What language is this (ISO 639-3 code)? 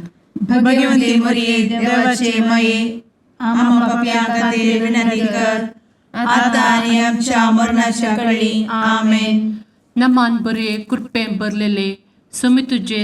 kok